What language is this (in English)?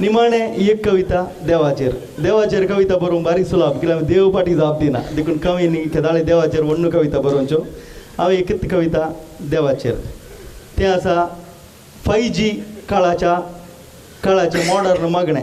Konkani